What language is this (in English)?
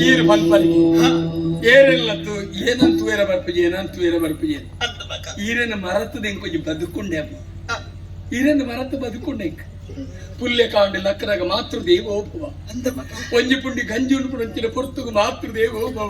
Tulu